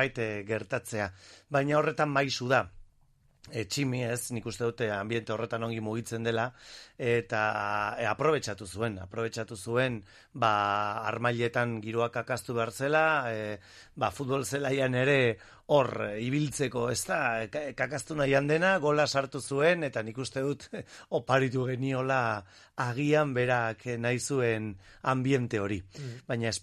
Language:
Basque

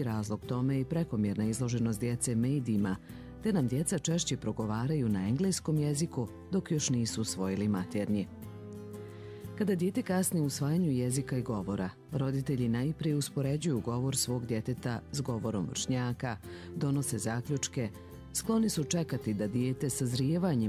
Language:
Bosnian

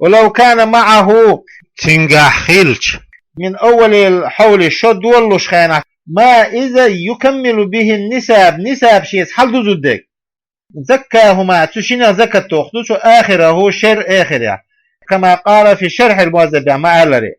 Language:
Chechen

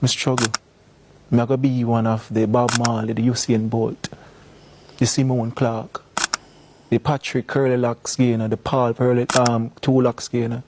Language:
Jamaican Creole English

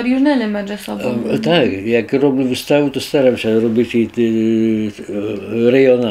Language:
Rusyn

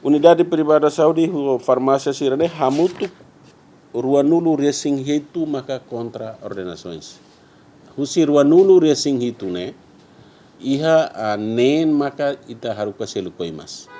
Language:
Tetum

